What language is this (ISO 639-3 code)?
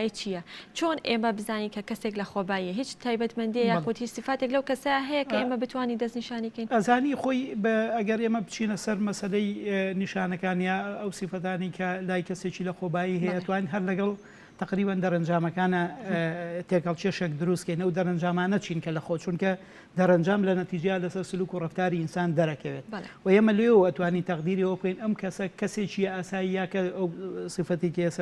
ckb